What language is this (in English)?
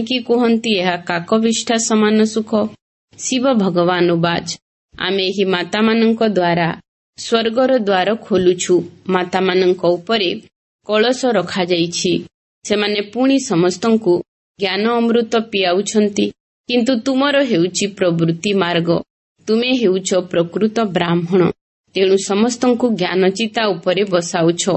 Odia